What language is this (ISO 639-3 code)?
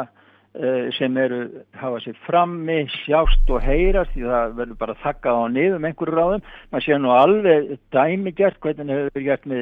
isl